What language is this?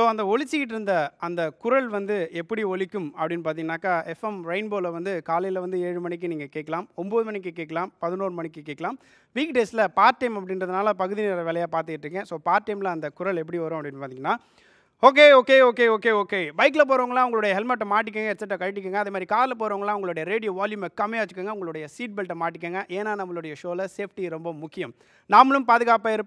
Tamil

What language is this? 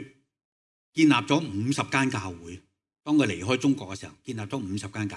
Cantonese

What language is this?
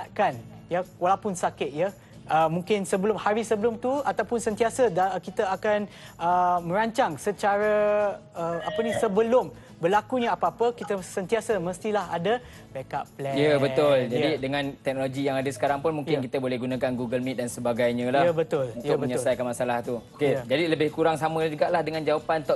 Malay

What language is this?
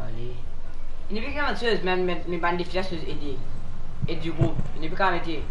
Morisyen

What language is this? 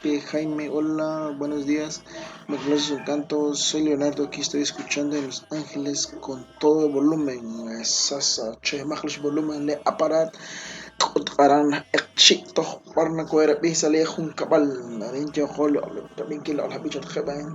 Kekchí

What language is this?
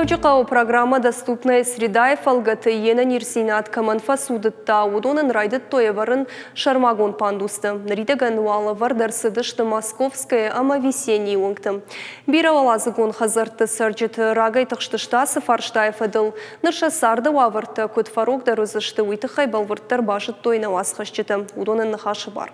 Ossetic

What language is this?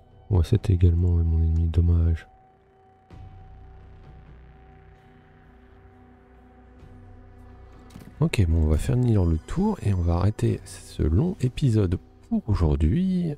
French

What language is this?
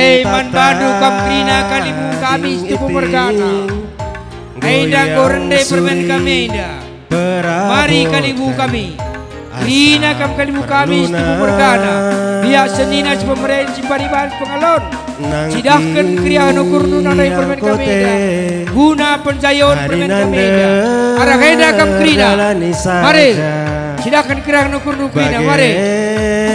Batak Karo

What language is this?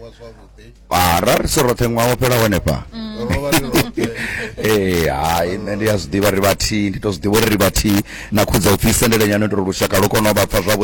Venda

